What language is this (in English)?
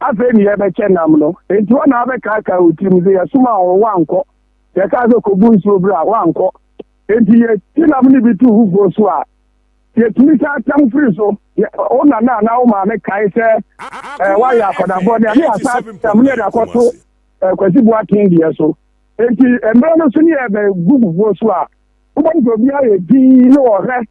Akan